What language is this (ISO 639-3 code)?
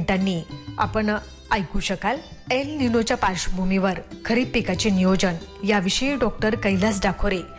mar